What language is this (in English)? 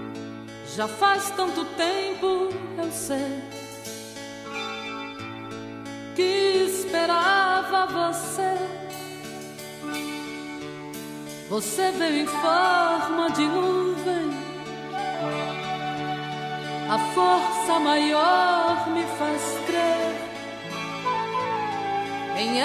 Portuguese